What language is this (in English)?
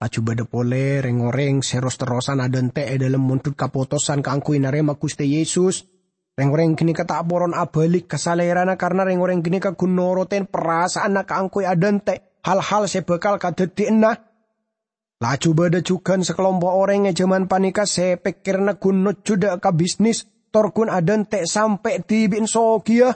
Madurese